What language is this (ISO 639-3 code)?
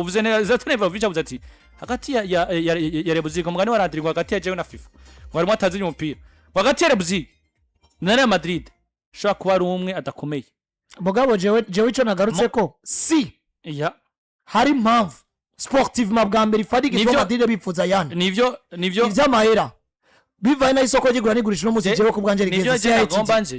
run